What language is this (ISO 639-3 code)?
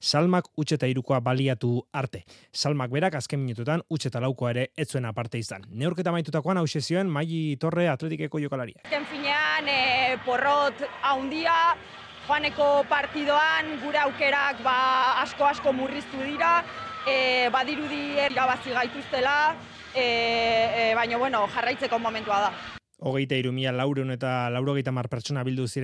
eus